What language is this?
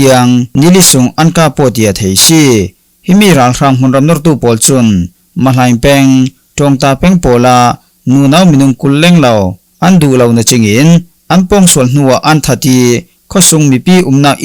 Falam Chin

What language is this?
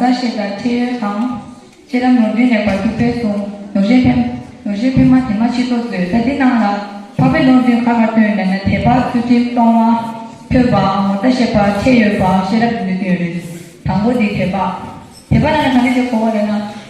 Tibetan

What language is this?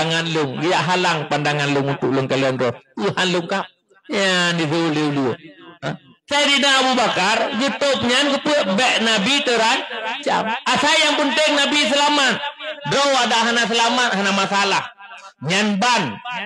Achinese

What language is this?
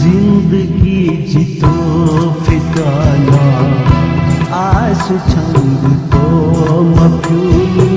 Newari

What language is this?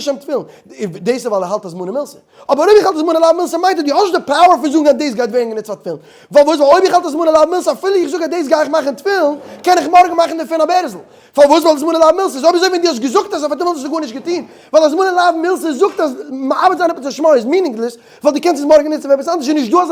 Yiddish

